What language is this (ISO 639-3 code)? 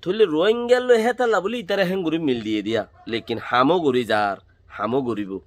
rhg